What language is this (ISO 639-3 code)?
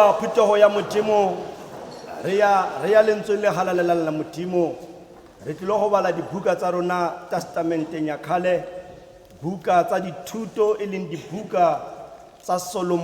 tsn